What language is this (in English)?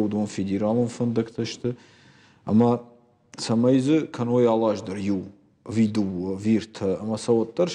Ossetic